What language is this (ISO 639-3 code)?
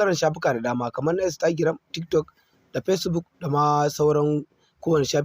hau